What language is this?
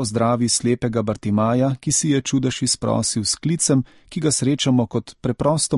Slovenian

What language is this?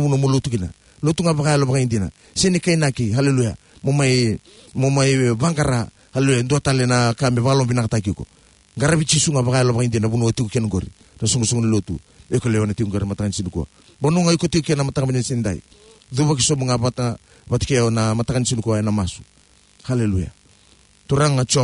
Fijian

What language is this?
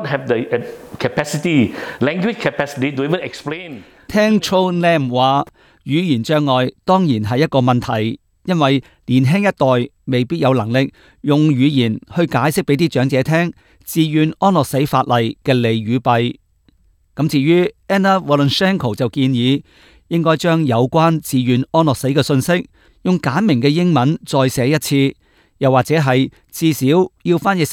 Cantonese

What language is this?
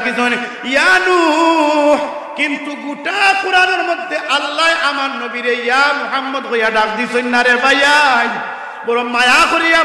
Sylheti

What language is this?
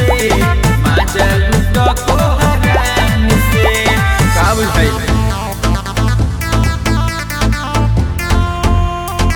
Bhojpuri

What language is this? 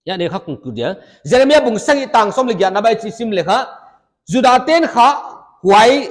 Paite Chin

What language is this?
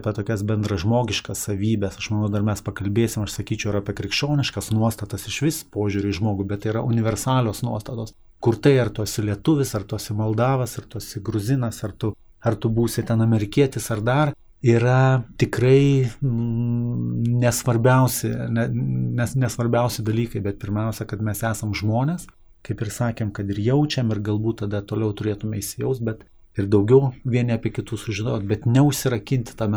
Lithuanian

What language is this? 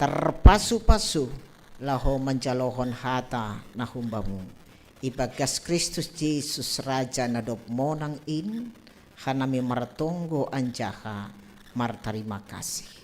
Batak Simalungun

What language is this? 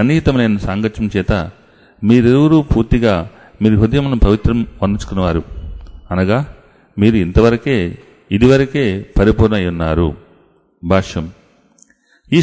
Telugu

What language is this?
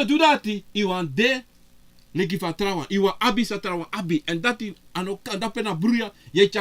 Sranan Tongo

